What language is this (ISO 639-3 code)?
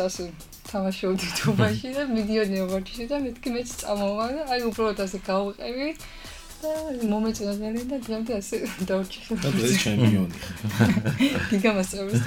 kat